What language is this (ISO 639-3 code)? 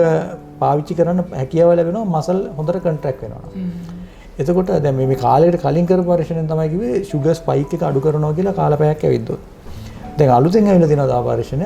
sin